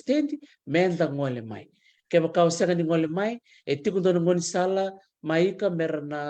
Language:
Fijian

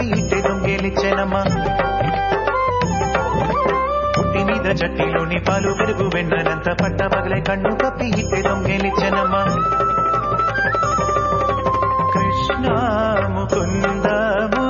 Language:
Telugu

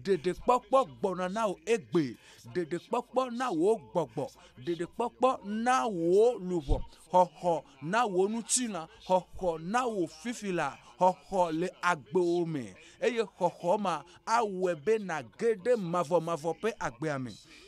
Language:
Ewe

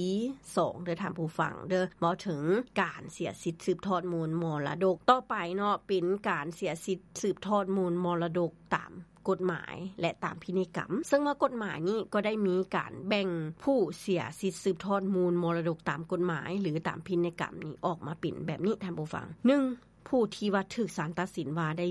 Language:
Lao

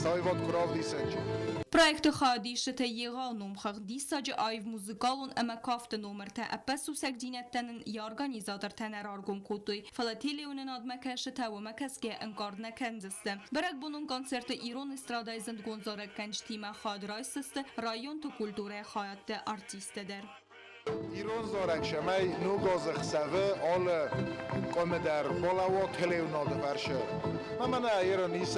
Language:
Ossetic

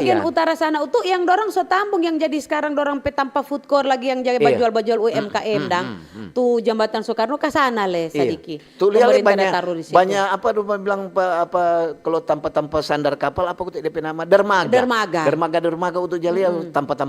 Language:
Manado Malay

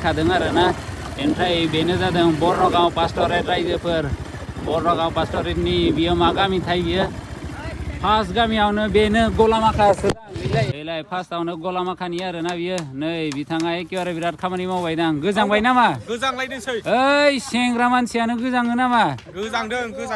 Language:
Bodo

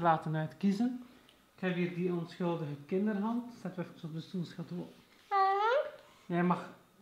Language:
Dutch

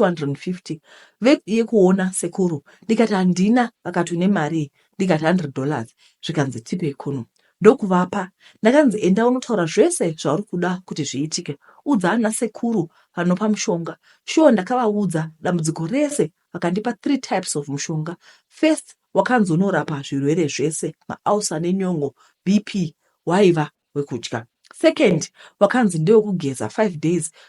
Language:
Shona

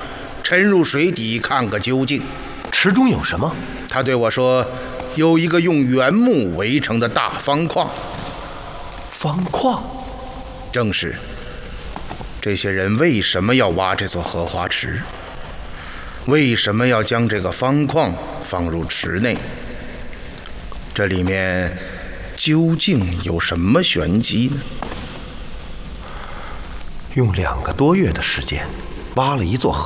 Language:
Chinese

